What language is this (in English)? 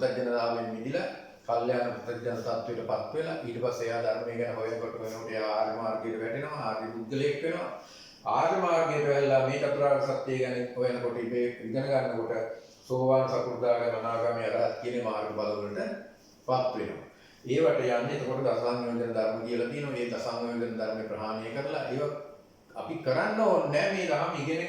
Sinhala